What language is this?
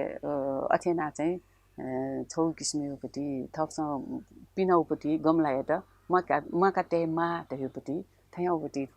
Newari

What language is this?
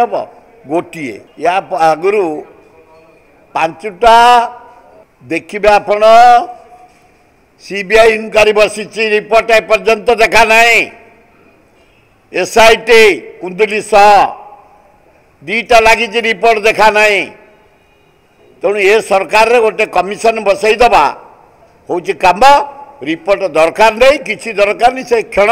Odia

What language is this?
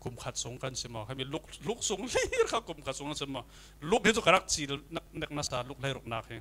Falam Chin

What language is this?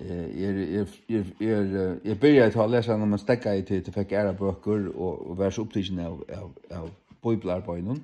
Faroese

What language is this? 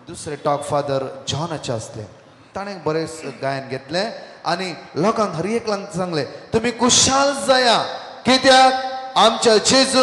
Konkani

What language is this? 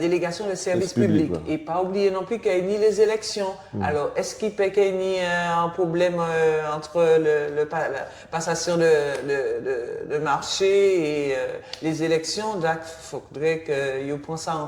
Guadeloupean Creole French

